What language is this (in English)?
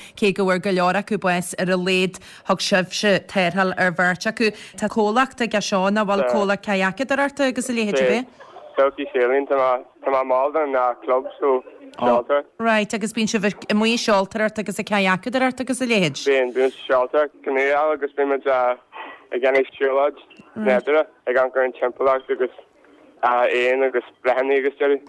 Irish